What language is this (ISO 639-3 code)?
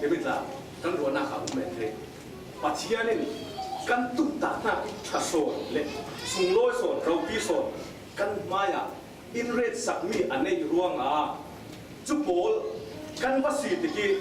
cfm